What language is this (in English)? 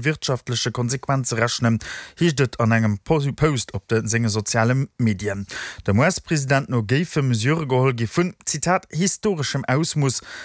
Luxembourgish